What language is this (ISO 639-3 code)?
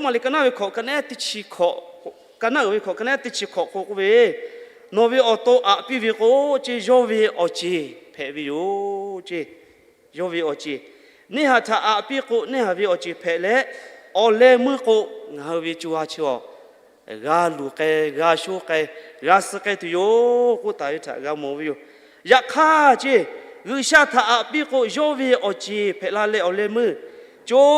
lhu